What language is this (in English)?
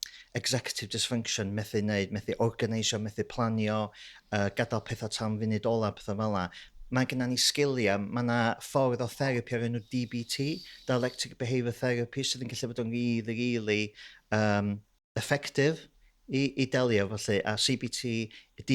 Welsh